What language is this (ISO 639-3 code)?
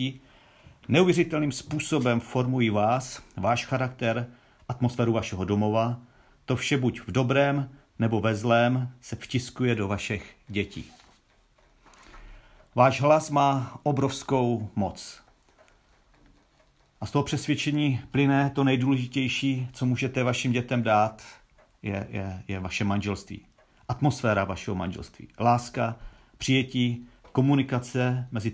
ces